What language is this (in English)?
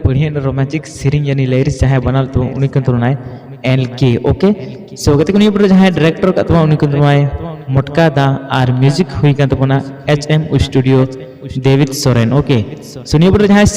Santali